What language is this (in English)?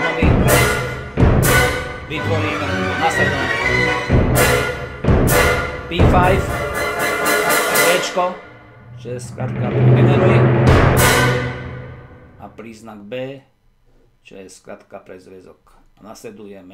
Slovak